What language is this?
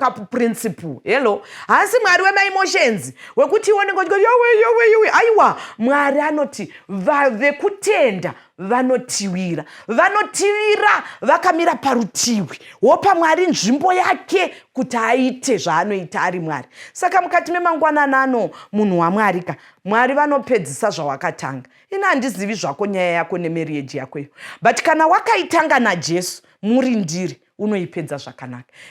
Shona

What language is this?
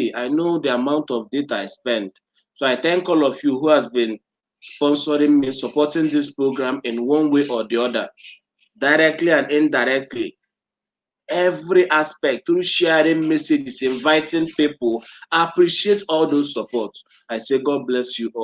Igbo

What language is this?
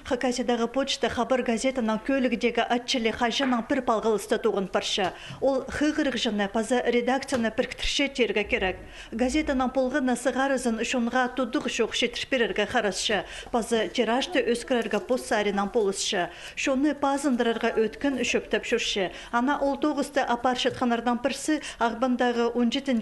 Khakas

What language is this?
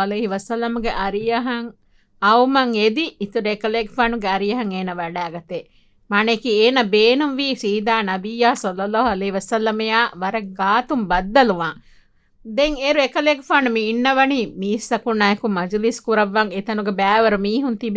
Divehi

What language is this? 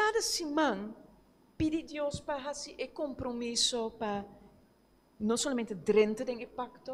Papiamento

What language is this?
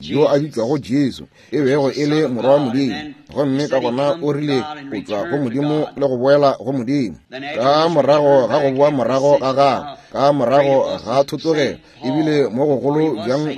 Northern Sotho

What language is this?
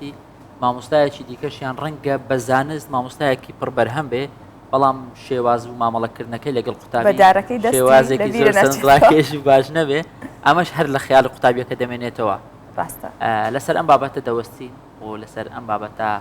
Central Kurdish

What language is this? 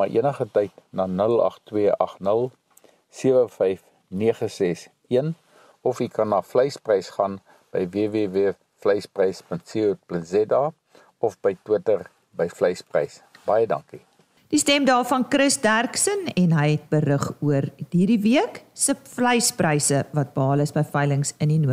Afrikaans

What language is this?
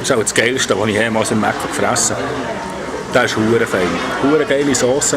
Swiss German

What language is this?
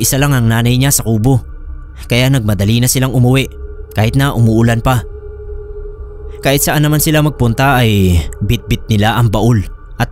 Filipino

